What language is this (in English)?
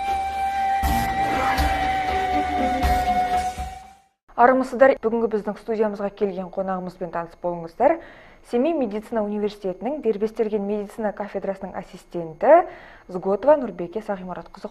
Kazakh